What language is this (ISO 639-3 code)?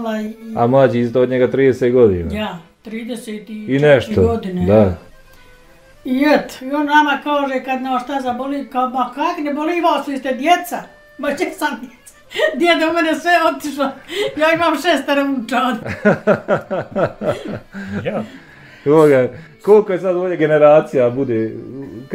bos